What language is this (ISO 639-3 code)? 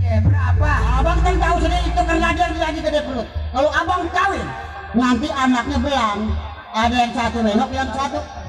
bew